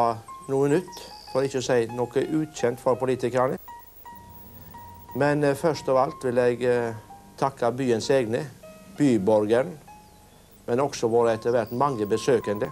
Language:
Norwegian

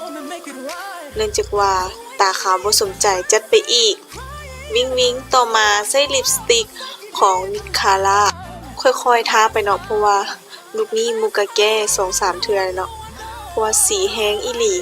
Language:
Lao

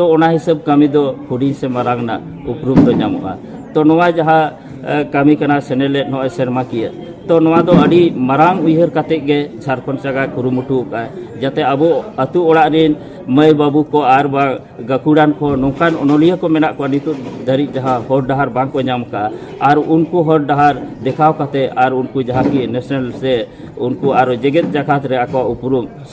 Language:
Santali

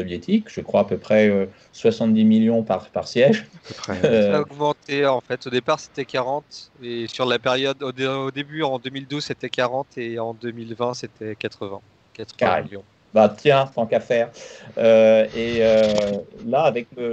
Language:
French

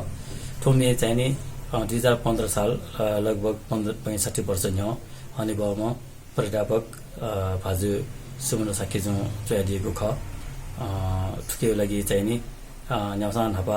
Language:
Newari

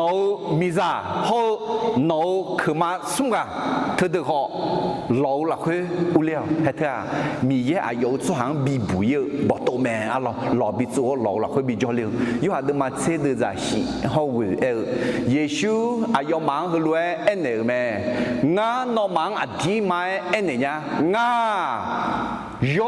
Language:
Akha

